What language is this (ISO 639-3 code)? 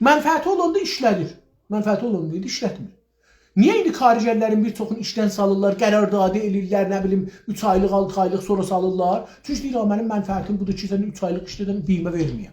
azb